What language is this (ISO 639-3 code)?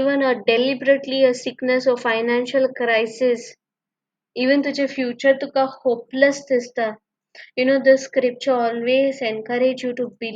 kok